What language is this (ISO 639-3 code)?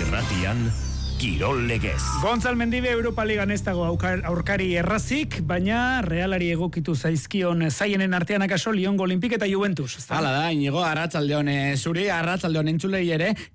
eus